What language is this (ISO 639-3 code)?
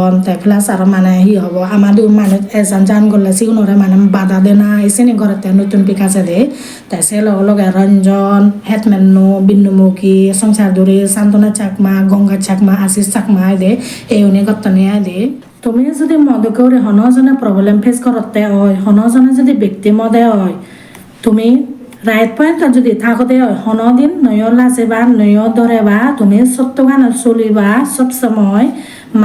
ccp